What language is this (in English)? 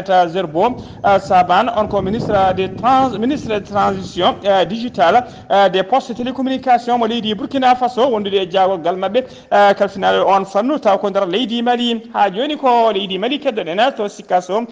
Fula